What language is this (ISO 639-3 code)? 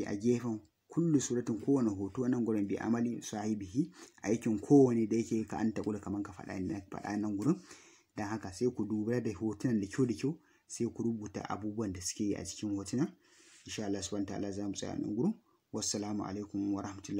hau